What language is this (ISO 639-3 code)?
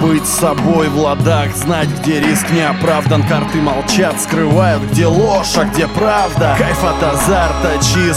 rus